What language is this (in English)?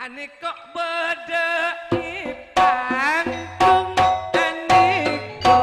Madurese